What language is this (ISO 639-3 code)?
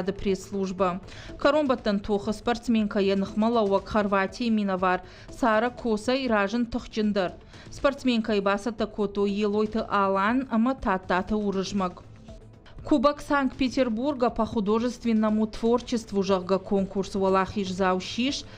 oss